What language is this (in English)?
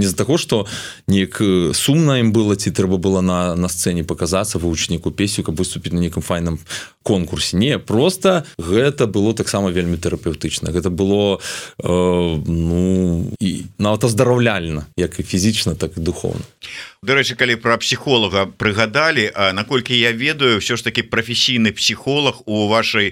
Belarusian